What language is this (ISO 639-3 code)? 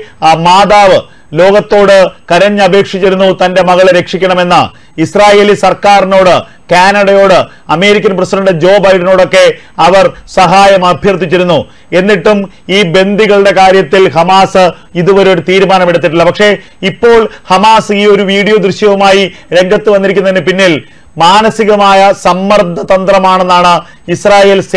mal